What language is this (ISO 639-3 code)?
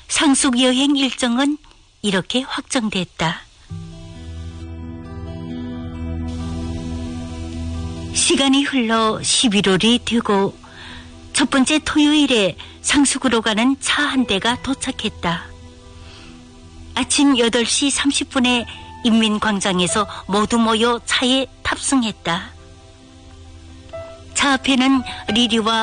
kor